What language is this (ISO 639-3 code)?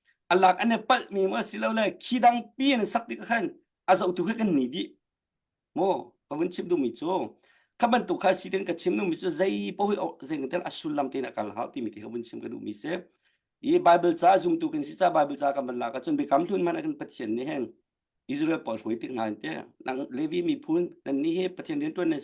cnh